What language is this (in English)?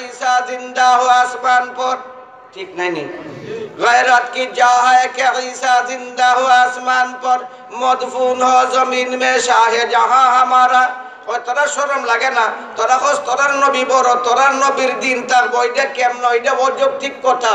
Sylheti